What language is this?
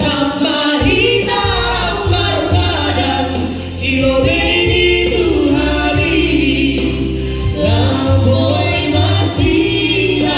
Batak Simalungun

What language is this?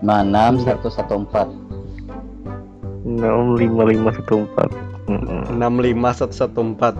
Banjar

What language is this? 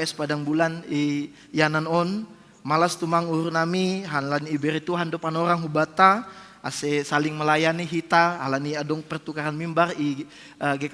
Batak Simalungun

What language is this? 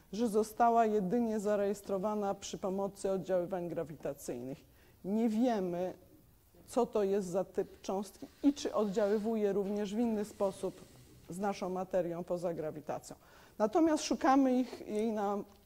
Polish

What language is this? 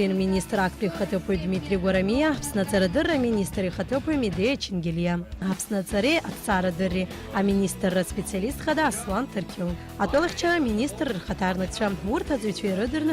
Abkhazian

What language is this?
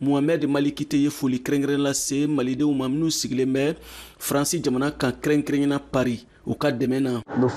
Bambara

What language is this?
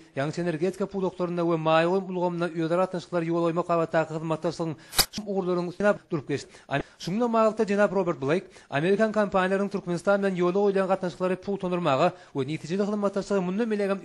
Turkmen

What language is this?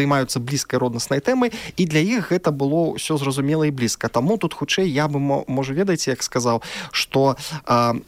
Belarusian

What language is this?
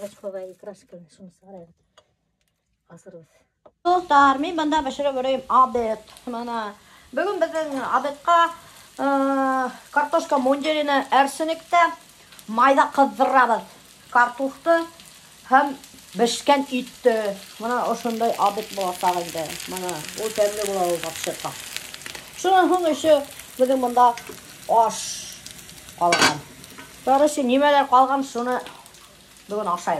Bashkir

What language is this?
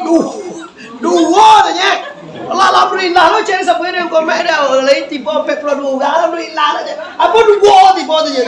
Minangkabau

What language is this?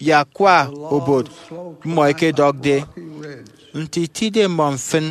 Efik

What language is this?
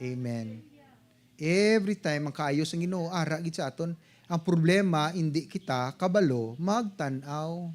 Hiligaynon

